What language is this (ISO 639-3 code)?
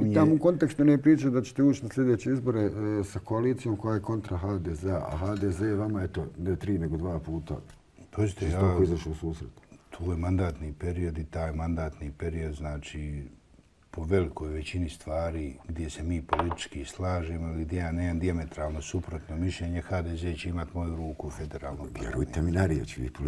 bos